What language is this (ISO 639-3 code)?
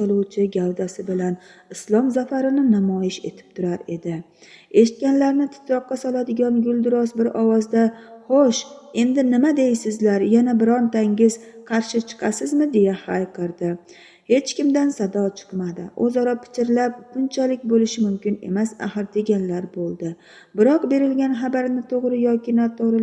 uzb